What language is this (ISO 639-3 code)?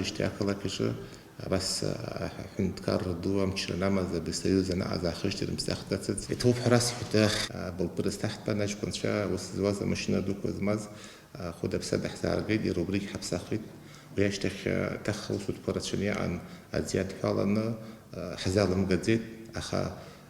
abk